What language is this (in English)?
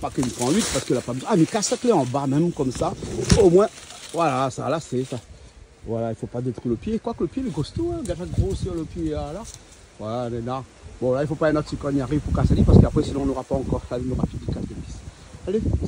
Réunion Creole French